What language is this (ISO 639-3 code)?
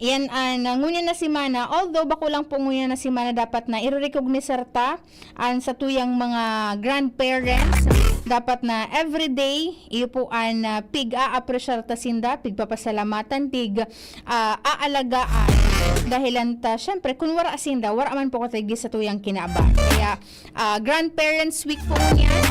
bik